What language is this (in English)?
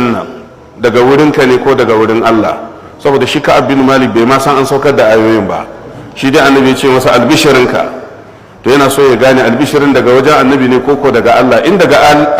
Hausa